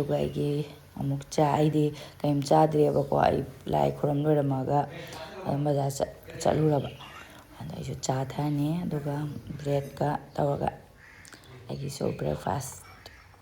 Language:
Manipuri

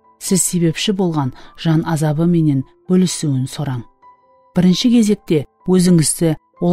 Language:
Kara-Kalpak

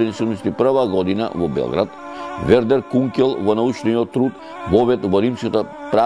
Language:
Macedonian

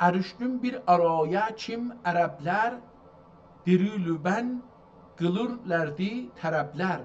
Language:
South Azerbaijani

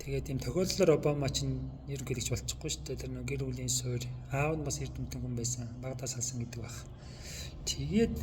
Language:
Mongolian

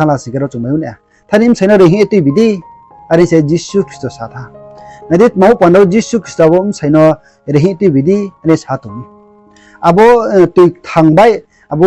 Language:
Riang (India)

